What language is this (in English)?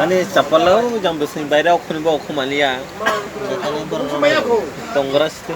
Kok Borok